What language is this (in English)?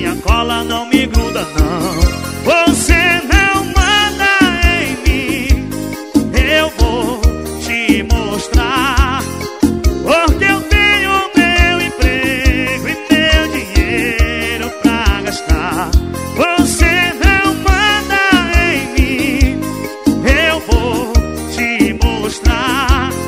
Portuguese